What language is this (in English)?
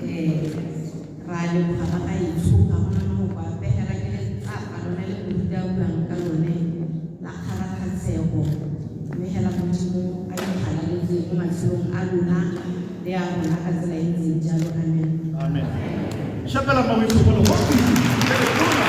Tswana